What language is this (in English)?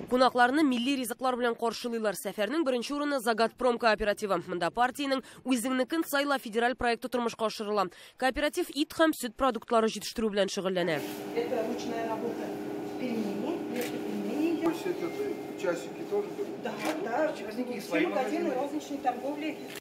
Tatar